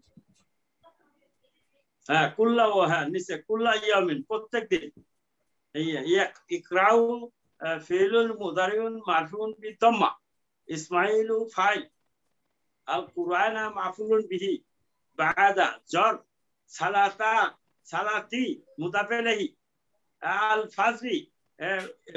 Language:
Bangla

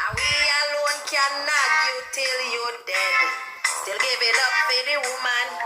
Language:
Jamaican Creole English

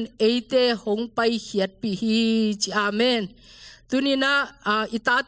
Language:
Tedim Chin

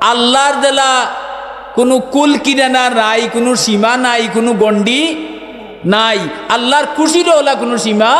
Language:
Sylheti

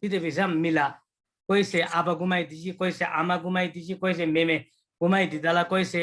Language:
Eastern Tamang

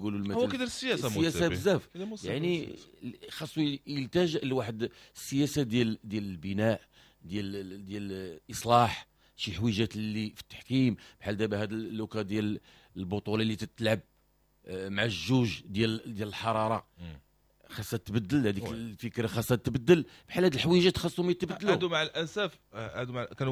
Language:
Moroccan Arabic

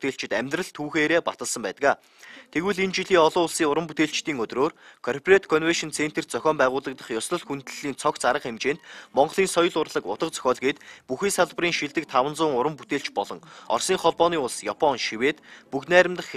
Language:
Mongolian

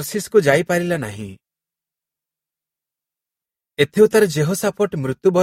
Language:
Odia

